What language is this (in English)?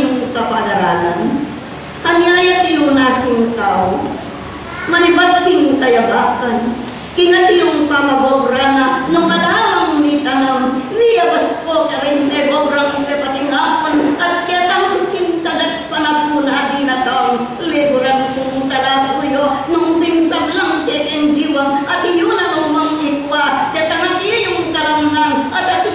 Pampanga